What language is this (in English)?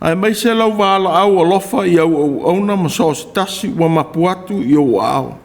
Samoan